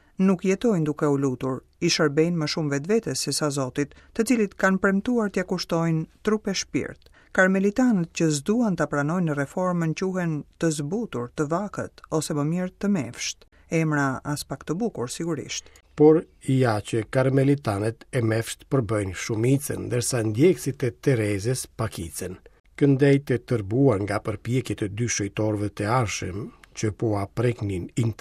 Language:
Albanian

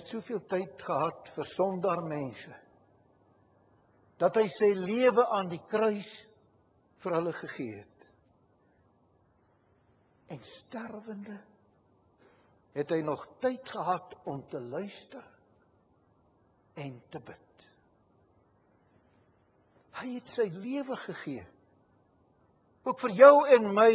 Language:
Afrikaans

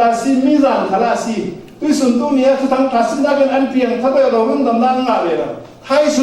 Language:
Falam Chin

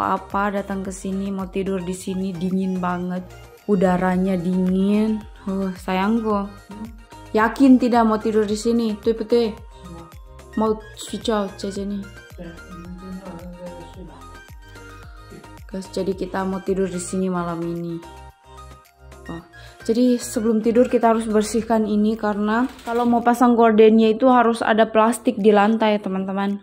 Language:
Indonesian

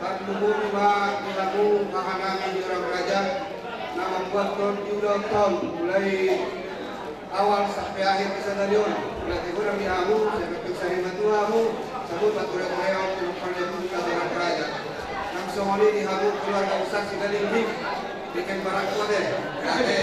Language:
Batak Toba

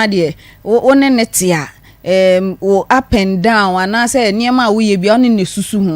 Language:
Akan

